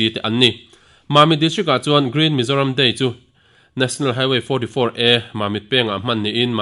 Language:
Mizo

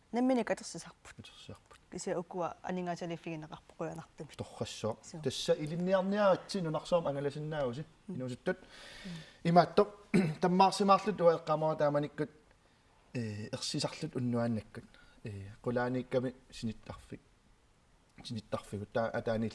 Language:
Kalaallisut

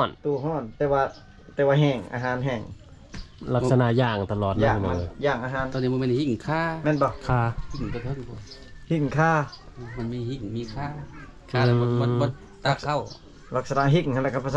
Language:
Lao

